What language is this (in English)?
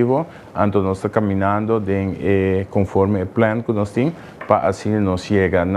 Papiamento